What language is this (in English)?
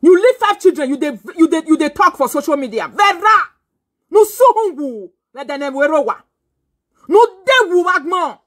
Nigerian Pidgin